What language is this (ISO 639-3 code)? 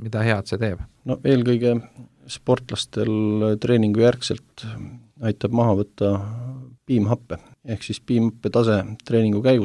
est